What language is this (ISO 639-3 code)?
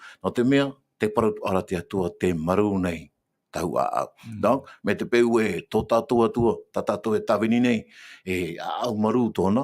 tah